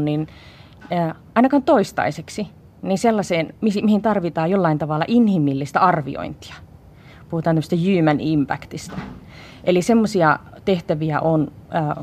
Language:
Finnish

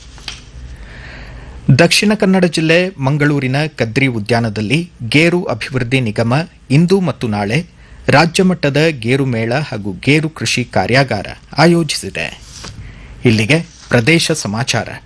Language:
Kannada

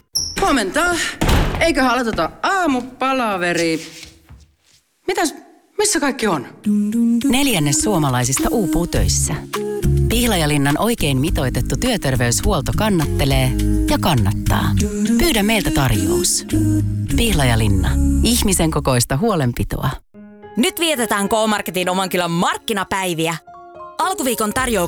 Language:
Finnish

